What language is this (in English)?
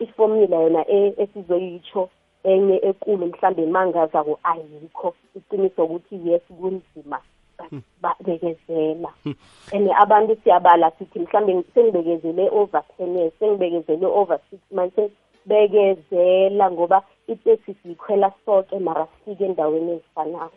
South Ndebele